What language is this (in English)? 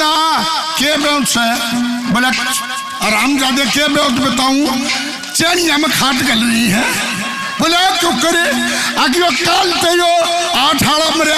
Haryanvi